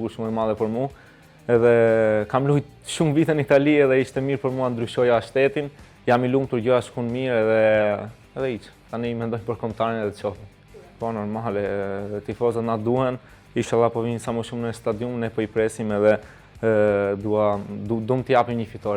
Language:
Albanian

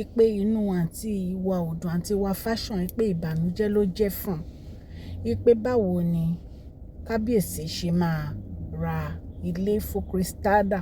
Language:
Yoruba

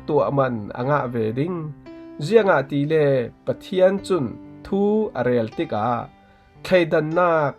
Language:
Falam Chin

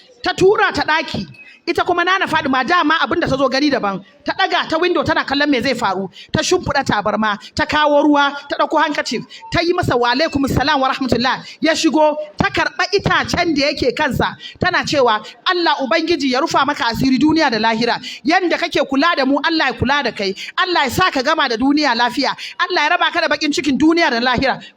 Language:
Hausa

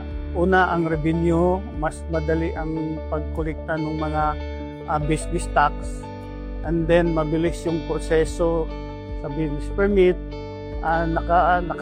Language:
Filipino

